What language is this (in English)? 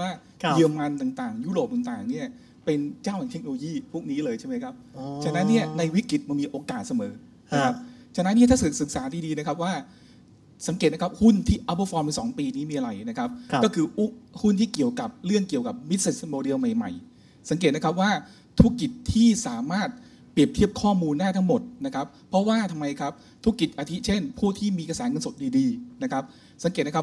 Thai